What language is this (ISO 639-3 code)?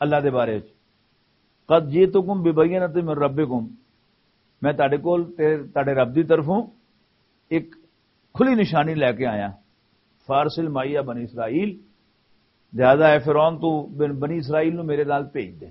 lah